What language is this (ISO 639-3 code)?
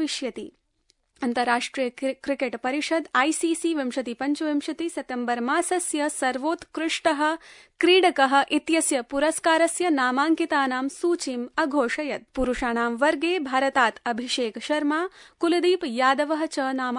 san